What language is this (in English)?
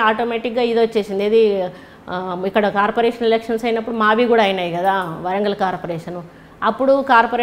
Telugu